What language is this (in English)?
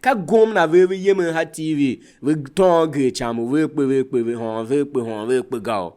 Tiv